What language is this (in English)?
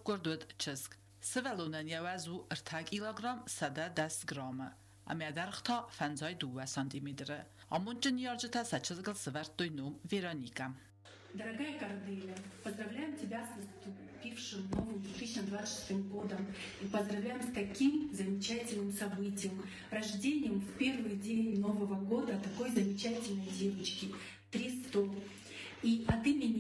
Ossetic